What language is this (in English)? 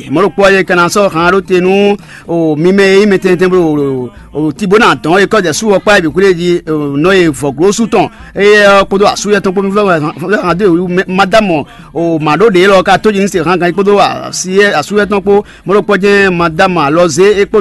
Fon